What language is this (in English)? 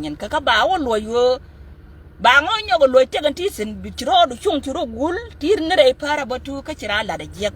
Nuer